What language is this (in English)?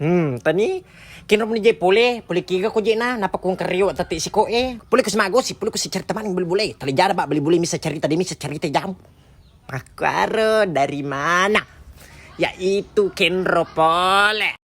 Buginese